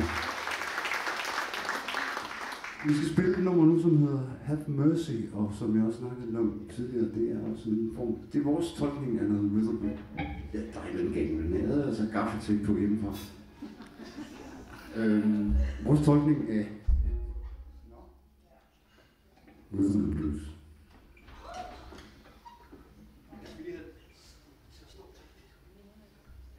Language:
Danish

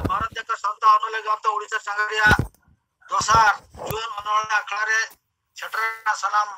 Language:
Santali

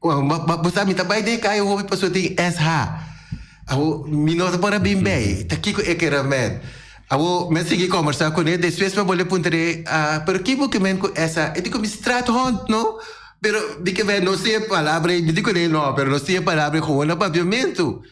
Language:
Papiamento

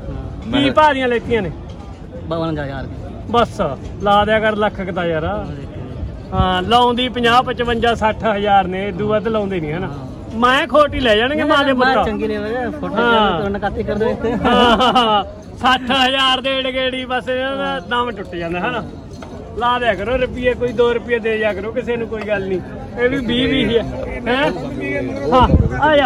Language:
Punjabi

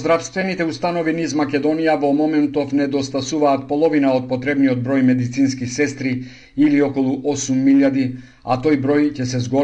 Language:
Macedonian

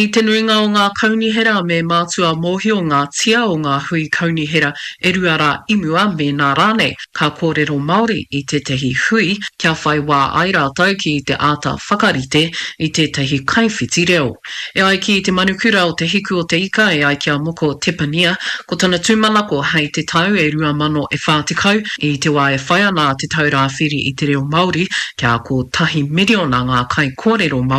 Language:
Māori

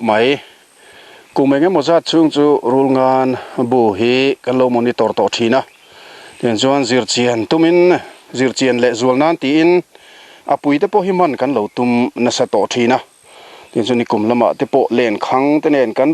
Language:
Mizo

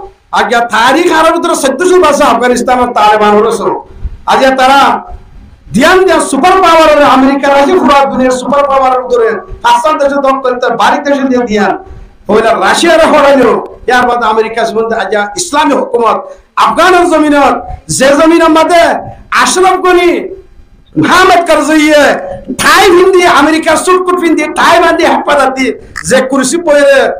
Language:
Rohingya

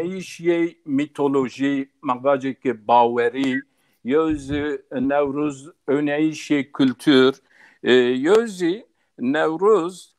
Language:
Zaza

